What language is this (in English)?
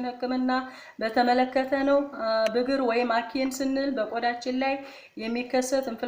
Amharic